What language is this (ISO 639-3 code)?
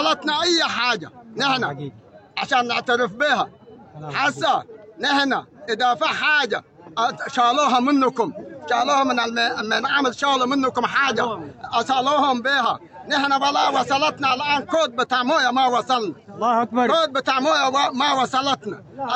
apd